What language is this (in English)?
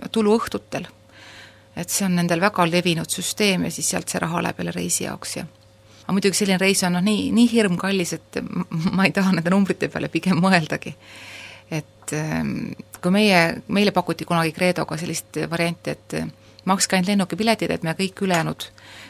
Estonian